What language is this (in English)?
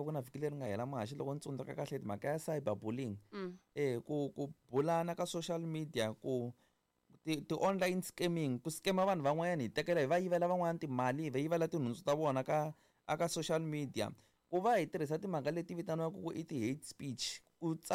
Tsonga